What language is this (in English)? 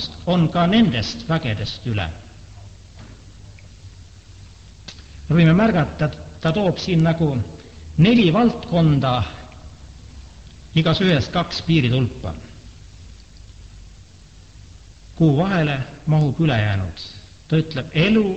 Estonian